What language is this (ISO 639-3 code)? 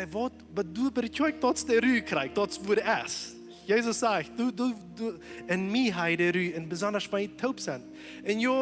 pdt